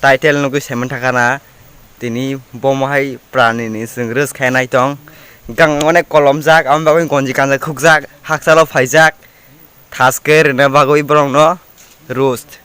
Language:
Kok Borok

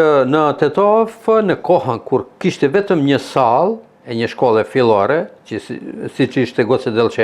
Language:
Albanian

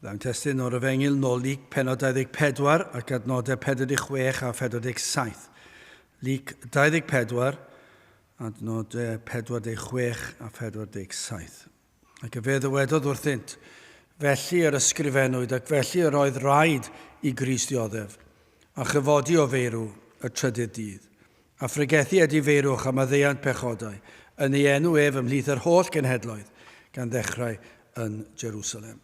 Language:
Welsh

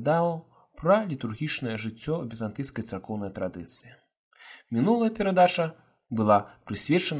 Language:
Belarusian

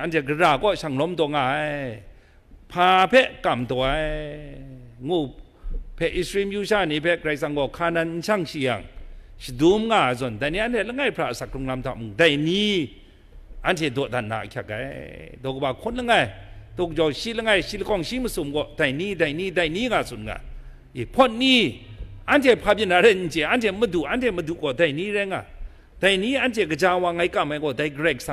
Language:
Kachin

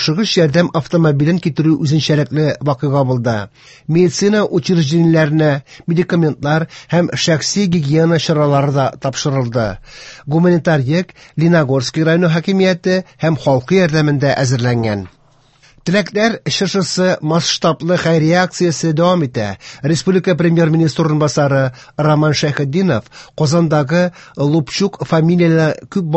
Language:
Tatar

